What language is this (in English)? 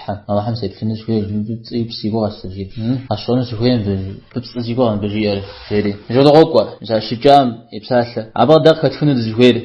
Kabardian